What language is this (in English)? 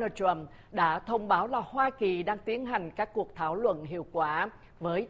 Vietnamese